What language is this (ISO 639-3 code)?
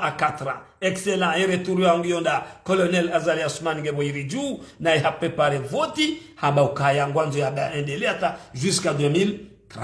zdj